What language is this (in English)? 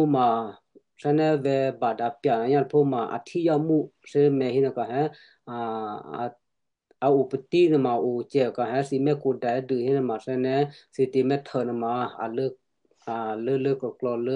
Western Kayah